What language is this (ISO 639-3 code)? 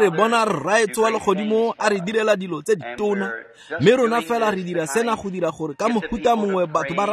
tsn